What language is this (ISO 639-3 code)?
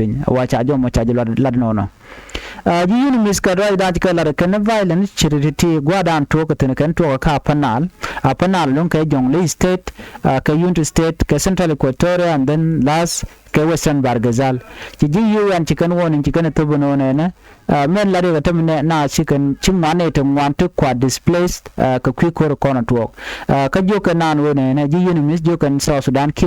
nus